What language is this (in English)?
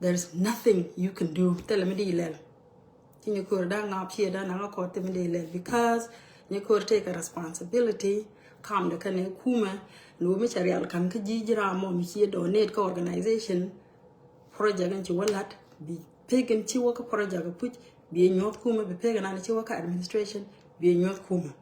Nuer